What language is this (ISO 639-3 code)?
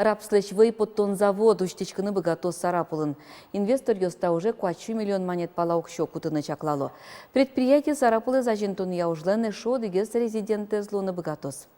udm